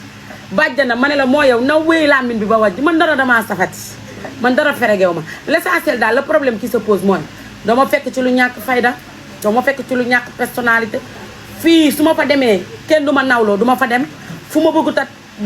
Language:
Wolof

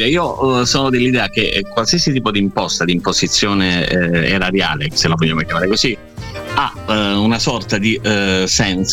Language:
Italian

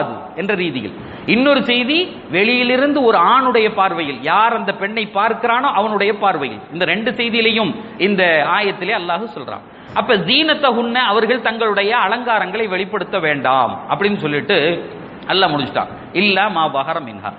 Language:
Tamil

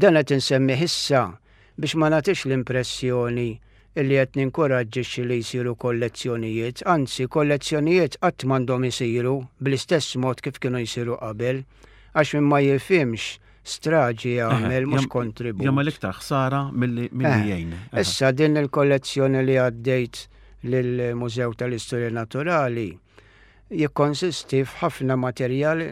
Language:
Maltese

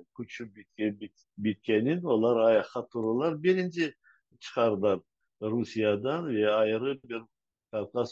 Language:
Crimean Tatar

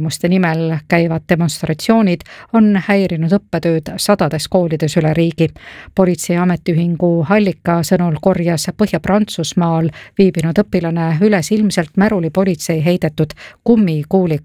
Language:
Estonian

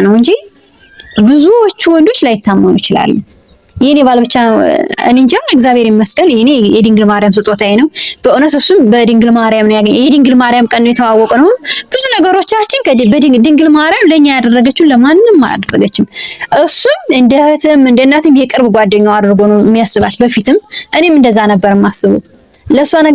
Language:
Amharic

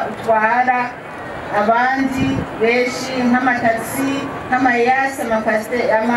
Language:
Rundi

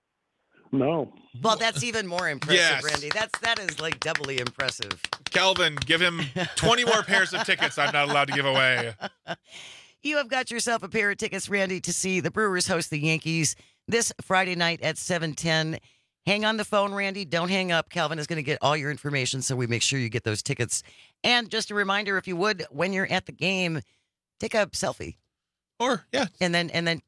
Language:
English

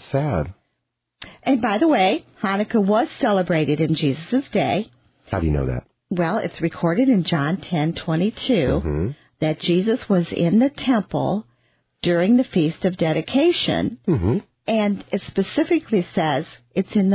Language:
English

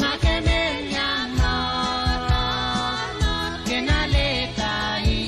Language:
Pohnpeian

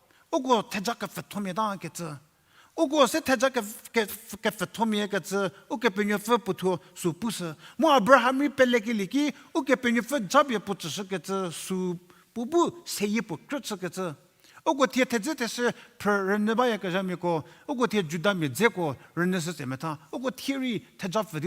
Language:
Angami Naga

